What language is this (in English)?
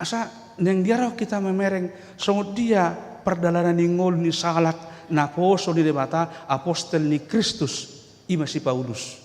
Batak Toba